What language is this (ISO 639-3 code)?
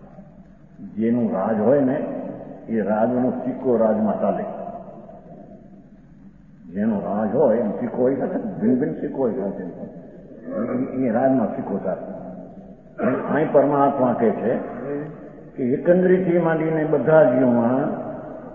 guj